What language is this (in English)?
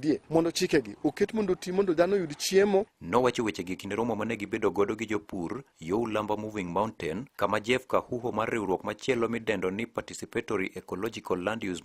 Luo (Kenya and Tanzania)